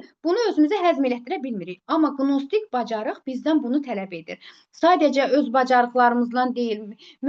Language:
Azerbaijani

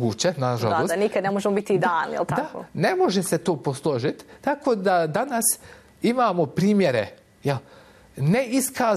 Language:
Bosnian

